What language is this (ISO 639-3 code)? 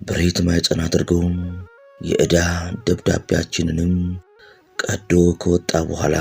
amh